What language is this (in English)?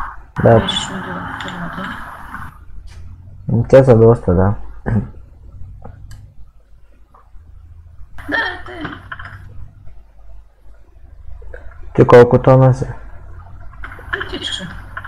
Bulgarian